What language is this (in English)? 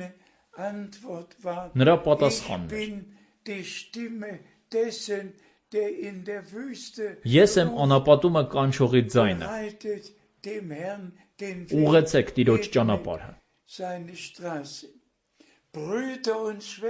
Armenian